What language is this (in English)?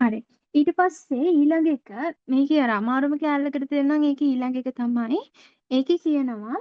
Sinhala